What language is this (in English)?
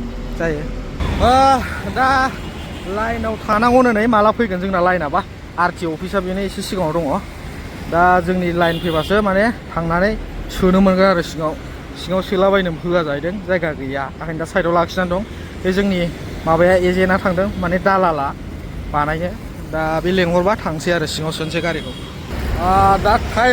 Bodo